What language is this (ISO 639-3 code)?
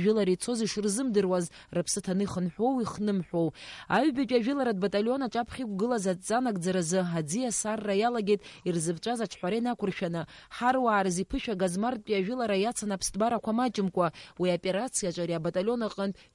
abk